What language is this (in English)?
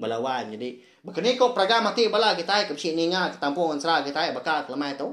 Iban